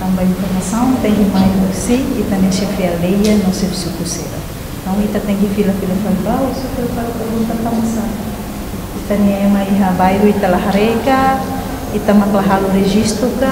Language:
Tetum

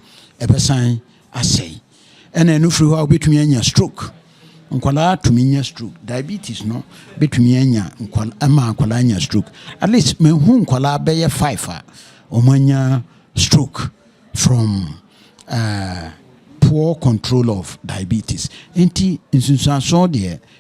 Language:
Akan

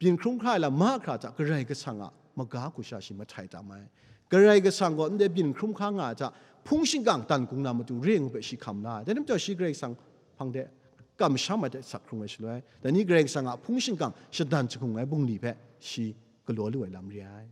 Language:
Kachin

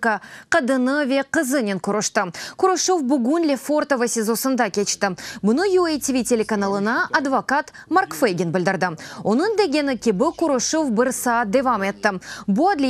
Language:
Crimean Tatar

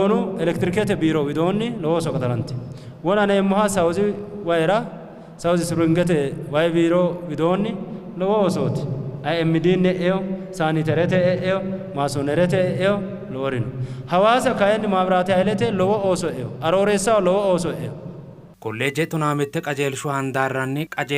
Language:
Sidamo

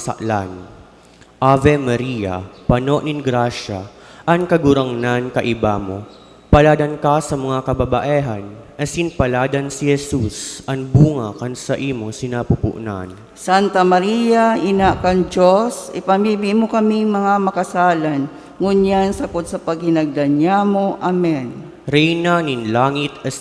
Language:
Bikol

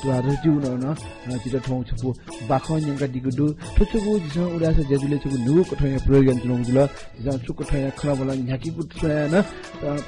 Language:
Newari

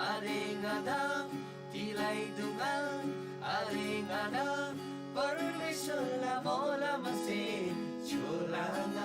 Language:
Eastern Tamang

